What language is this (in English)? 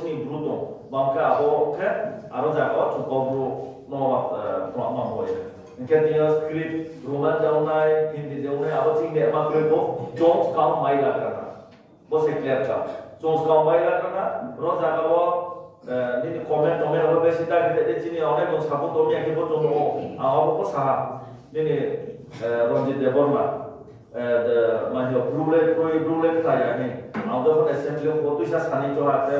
Riang (India)